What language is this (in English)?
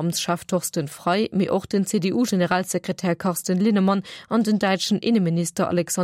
Luxembourgish